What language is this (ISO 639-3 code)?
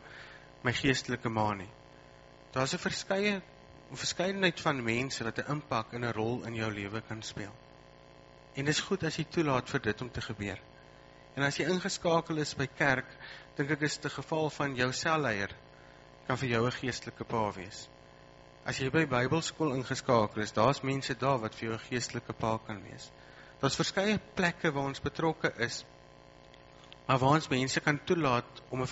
afr